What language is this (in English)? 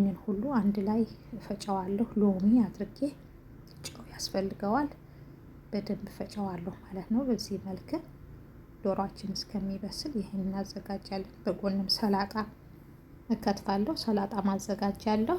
Amharic